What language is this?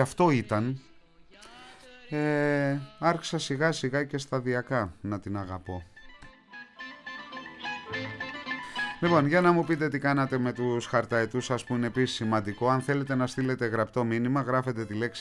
Greek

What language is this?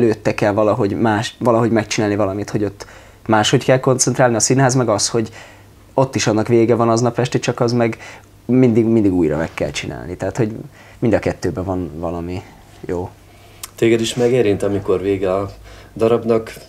Hungarian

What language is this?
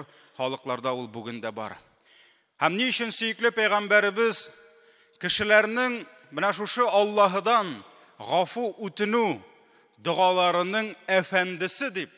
Tatar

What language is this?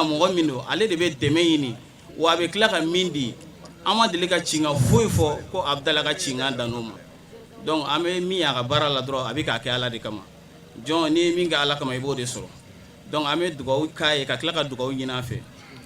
Bambara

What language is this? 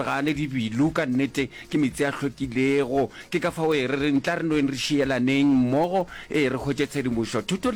Northern Sotho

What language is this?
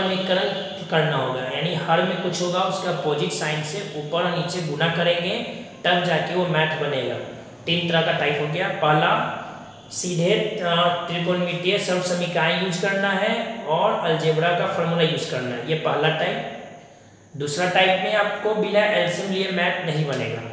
Hindi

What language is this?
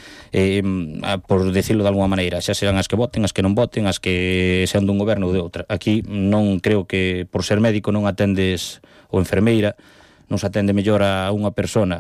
Galician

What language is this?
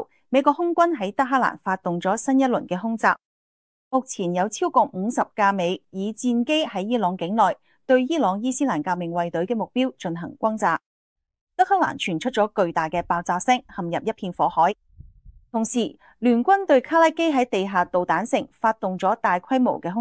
Cantonese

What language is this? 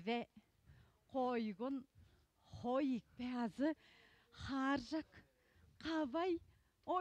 Tuvinian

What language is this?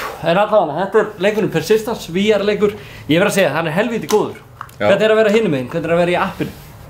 Icelandic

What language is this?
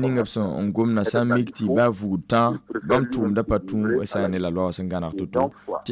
Mossi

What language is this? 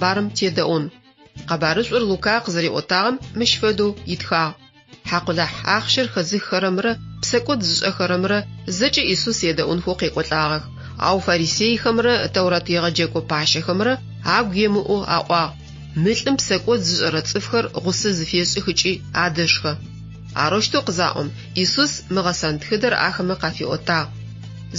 Adyghe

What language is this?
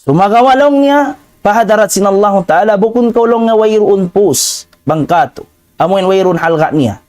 Tausug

